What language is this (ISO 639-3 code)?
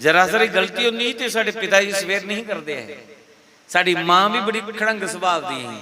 doi